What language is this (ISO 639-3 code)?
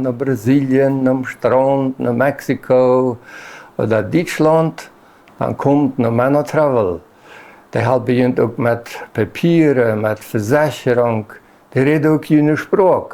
pdt